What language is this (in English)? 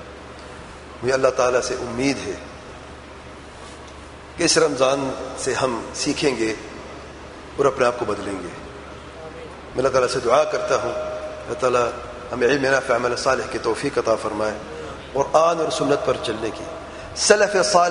Urdu